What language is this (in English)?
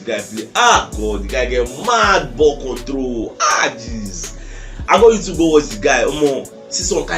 Nigerian Pidgin